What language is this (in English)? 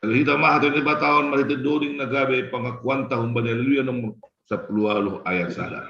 Batak Simalungun